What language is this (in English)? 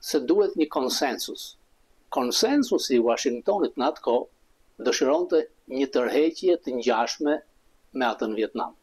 Albanian